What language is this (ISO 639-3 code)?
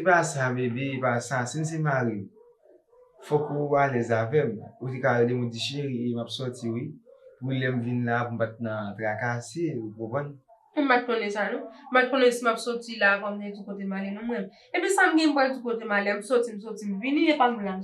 hat